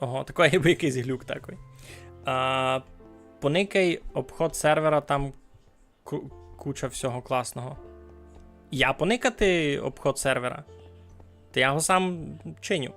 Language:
Rusyn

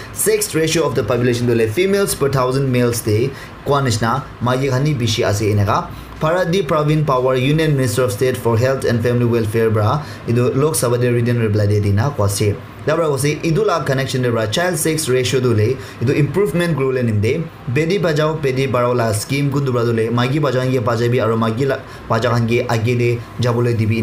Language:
Naga Pidgin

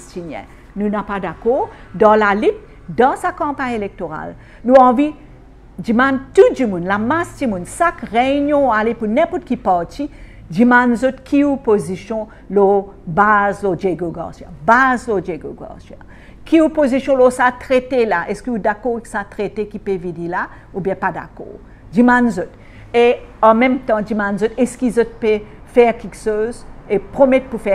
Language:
Morisyen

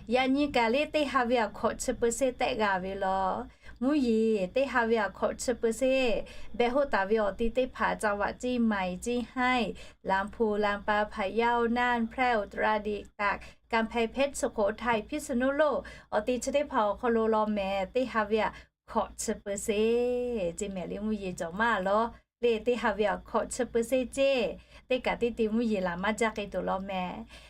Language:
Lahu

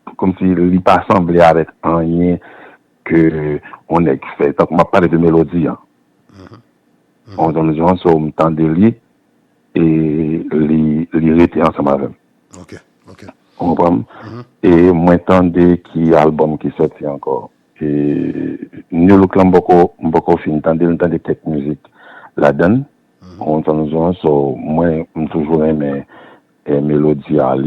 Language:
Haitian Creole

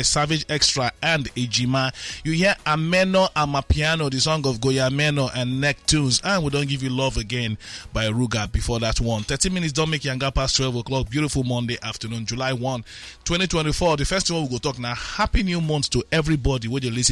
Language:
Nigerian Pidgin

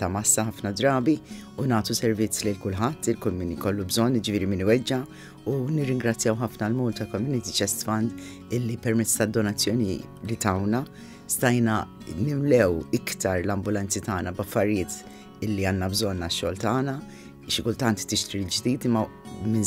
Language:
Maltese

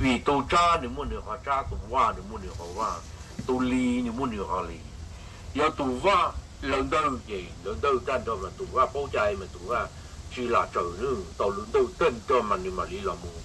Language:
Hmong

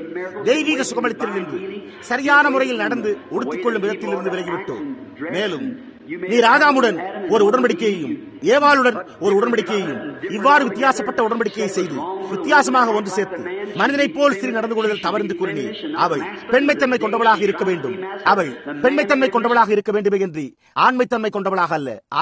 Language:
Tamil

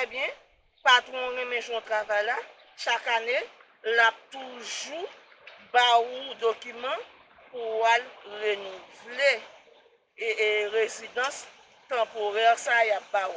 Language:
Haitian Creole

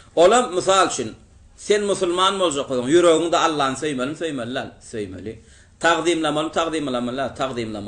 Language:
Turkmen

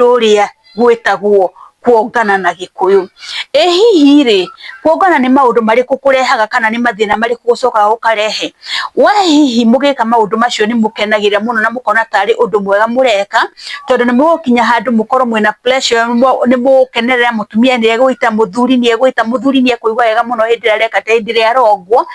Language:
Kikuyu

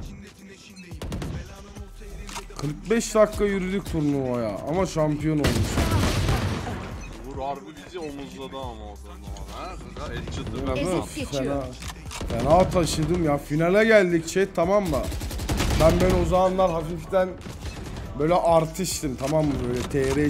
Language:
Turkish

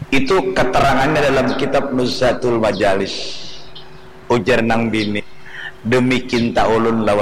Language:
Banjar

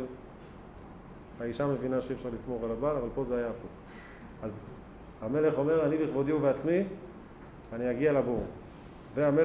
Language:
Hebrew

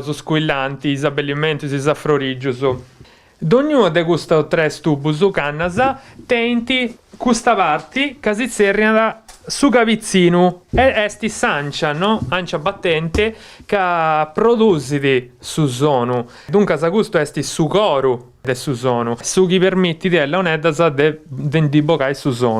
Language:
Sardinian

